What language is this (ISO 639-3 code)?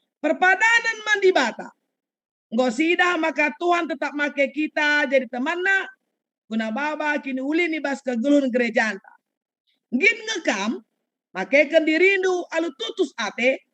btx